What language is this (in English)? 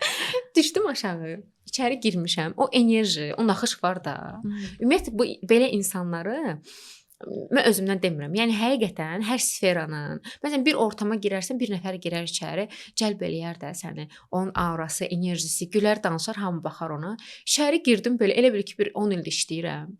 Azerbaijani